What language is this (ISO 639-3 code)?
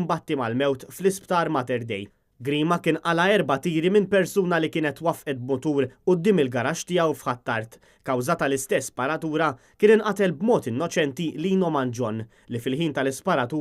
mlt